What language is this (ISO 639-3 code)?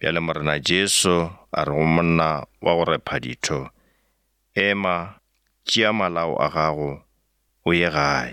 nso